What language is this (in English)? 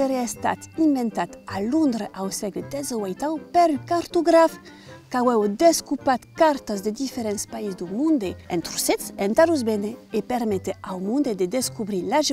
Occitan